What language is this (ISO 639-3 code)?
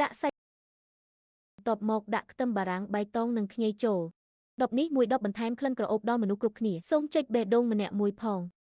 khm